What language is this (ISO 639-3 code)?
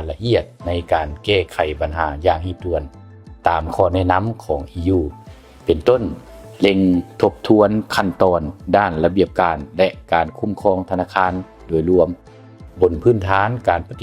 lao